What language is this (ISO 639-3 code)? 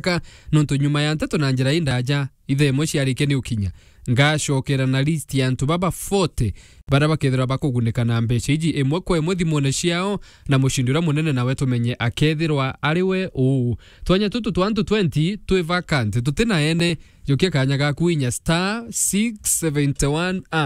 mer